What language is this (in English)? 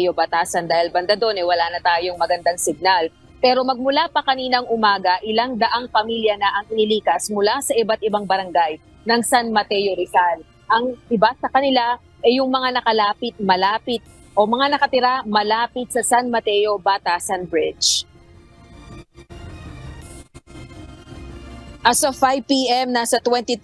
Filipino